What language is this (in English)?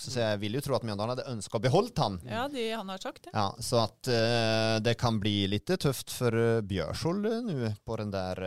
Norwegian